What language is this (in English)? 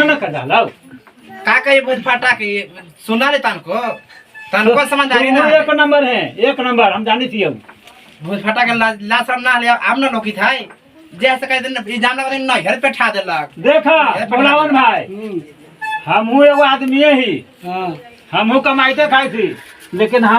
Magahi